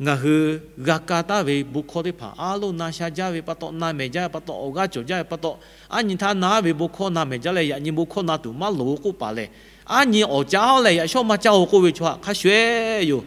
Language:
Lahu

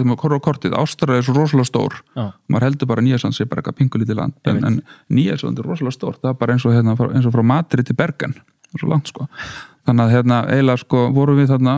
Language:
Icelandic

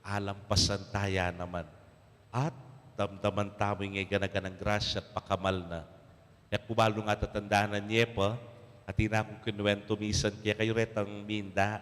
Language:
Pampanga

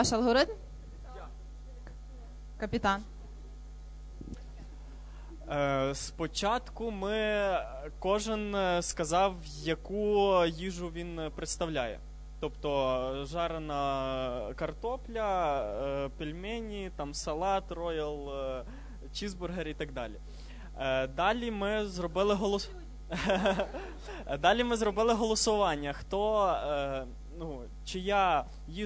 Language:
Ukrainian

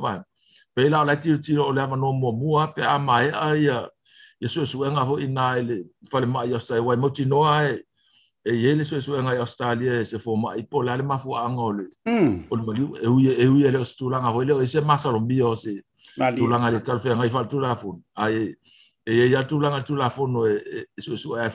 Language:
Samoan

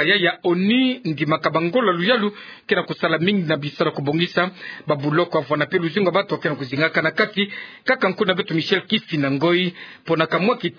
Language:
Kituba (Democratic Republic of Congo)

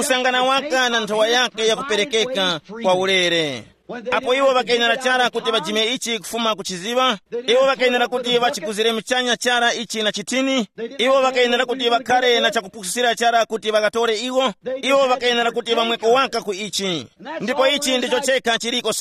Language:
Tumbuka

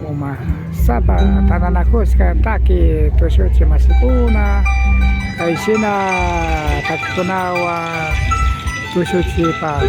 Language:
Imbabura Highland Quichua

